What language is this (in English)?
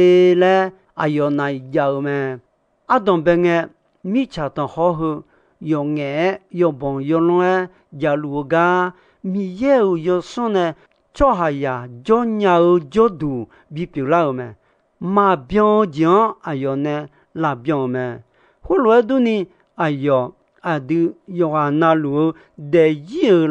Akha